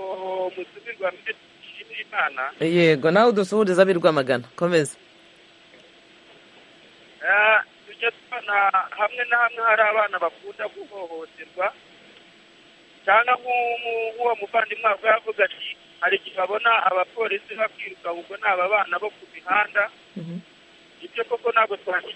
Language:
Kinyarwanda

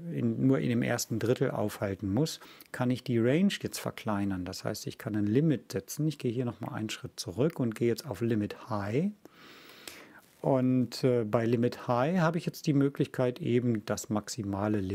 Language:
German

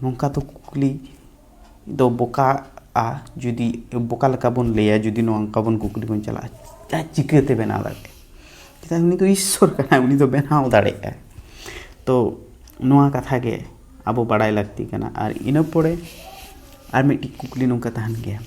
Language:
Santali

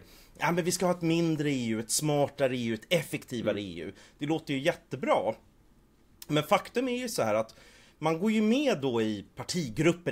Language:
Swedish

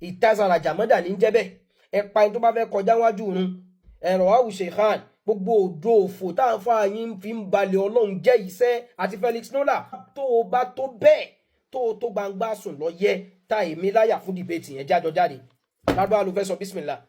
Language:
Yoruba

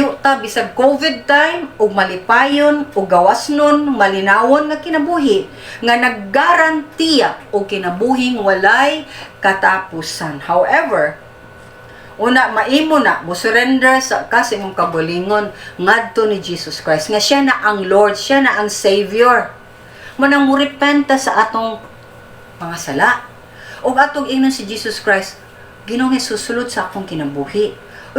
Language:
Cebuano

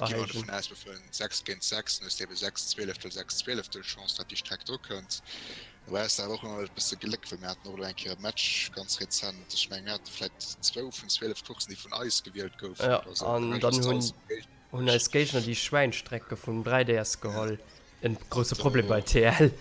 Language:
Luxembourgish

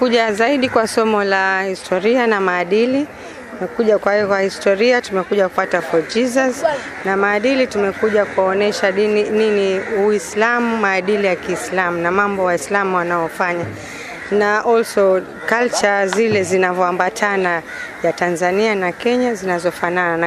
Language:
Swahili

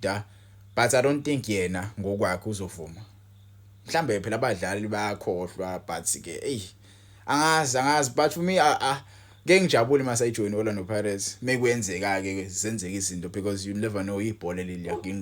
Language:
Zulu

